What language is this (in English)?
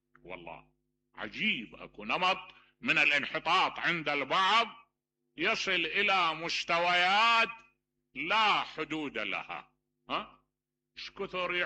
Mesopotamian Arabic